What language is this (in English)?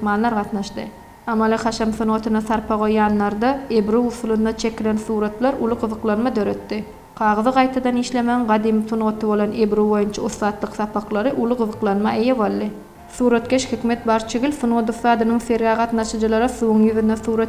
Turkmen